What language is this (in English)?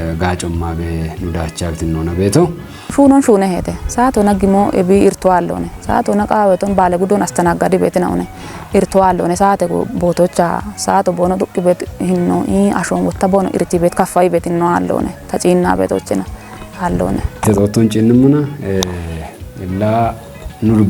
Kafa